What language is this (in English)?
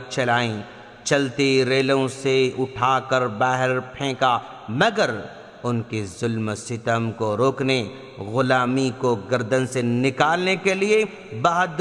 Urdu